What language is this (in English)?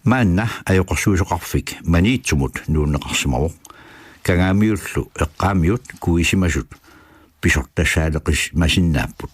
Kalaallisut